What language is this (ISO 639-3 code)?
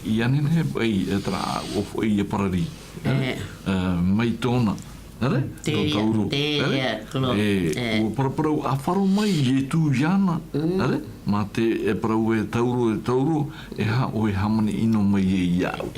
tah